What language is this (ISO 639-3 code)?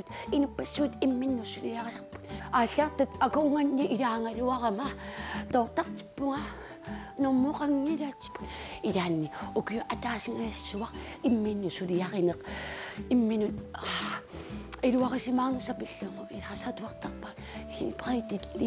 kal